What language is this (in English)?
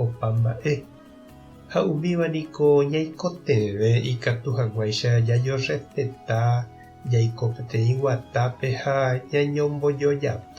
Guarani